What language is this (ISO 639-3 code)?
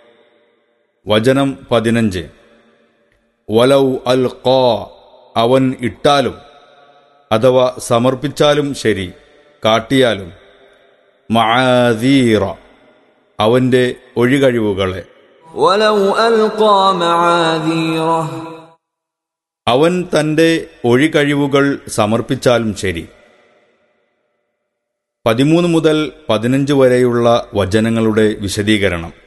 mal